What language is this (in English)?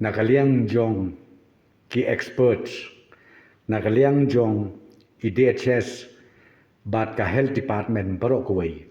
Khasi